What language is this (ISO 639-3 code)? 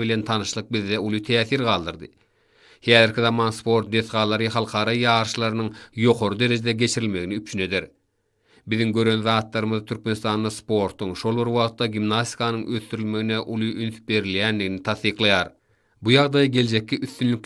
tuk